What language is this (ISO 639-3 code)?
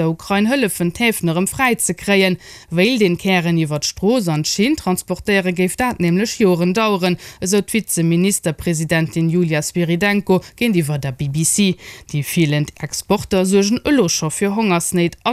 ltz